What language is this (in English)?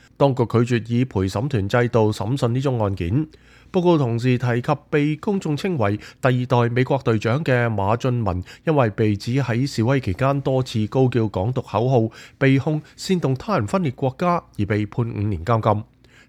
Cantonese